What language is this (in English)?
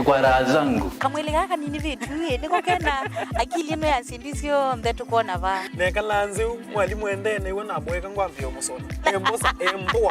Kamba